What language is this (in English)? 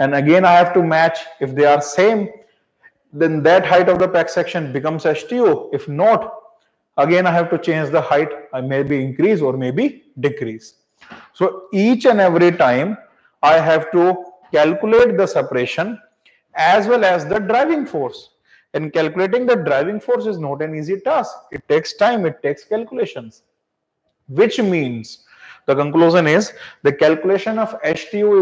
English